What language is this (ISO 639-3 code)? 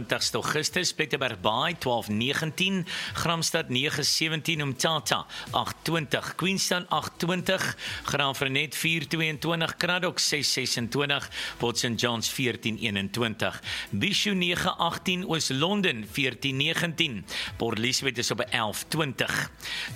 afr